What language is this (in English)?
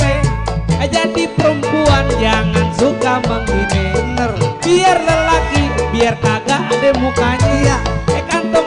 Betawi